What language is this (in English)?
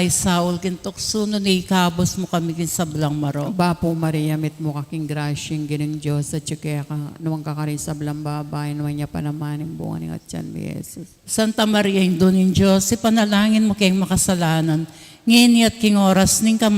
Pampanga